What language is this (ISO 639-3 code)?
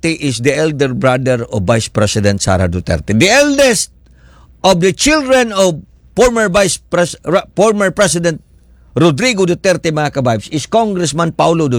ceb